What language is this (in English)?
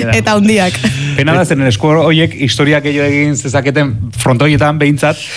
Basque